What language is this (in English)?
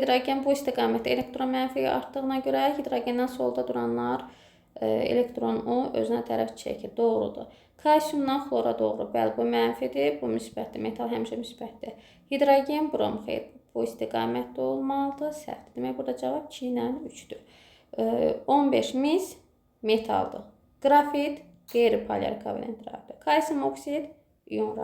Azerbaijani